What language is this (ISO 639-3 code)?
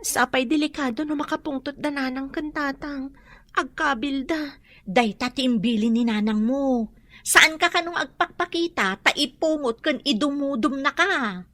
ilo